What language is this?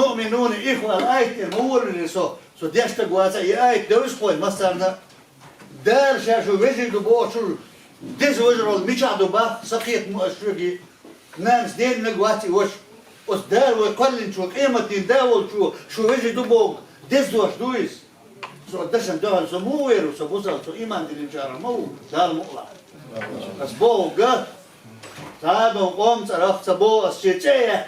Chechen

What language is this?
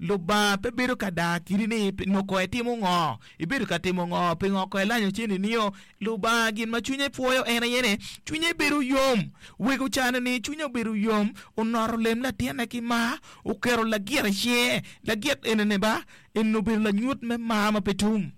Acoli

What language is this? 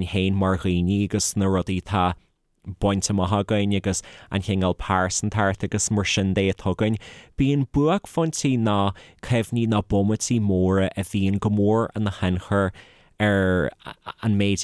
Irish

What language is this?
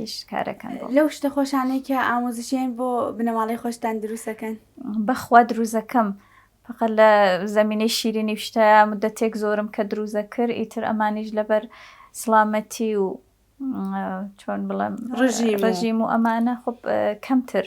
Central Kurdish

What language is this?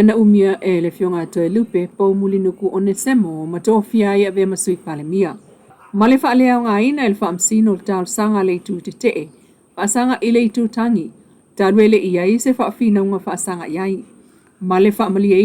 Samoan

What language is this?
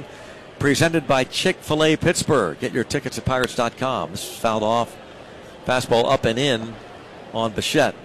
English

